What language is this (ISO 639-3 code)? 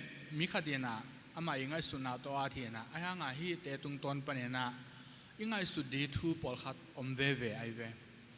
ctd